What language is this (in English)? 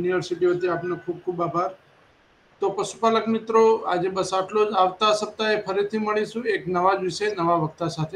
Gujarati